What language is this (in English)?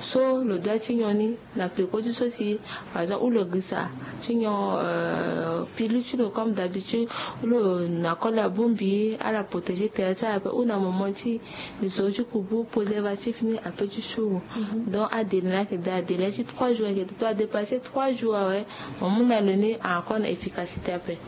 Sango